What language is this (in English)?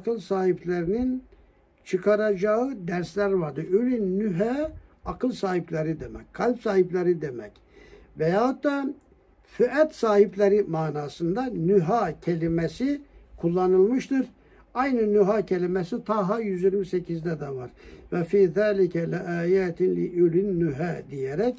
Turkish